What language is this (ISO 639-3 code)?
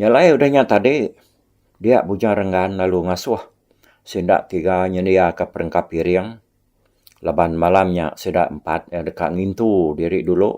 iba